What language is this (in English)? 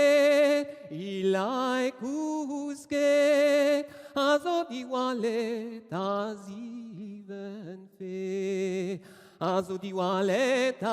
Breton